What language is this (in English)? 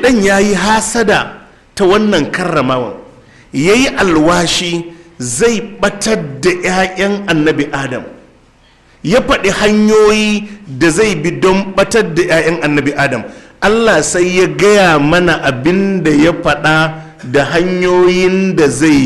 Hausa